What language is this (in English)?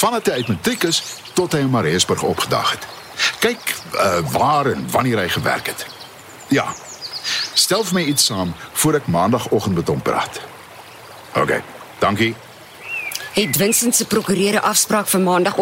Afrikaans